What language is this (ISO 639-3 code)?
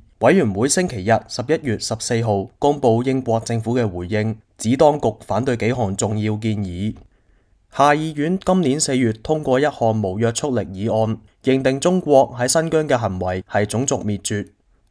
yue